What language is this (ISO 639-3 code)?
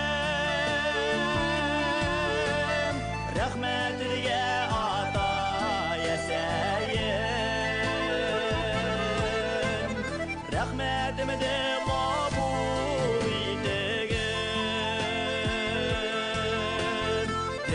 bak